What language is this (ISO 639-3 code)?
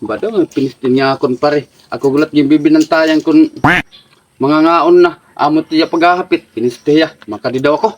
war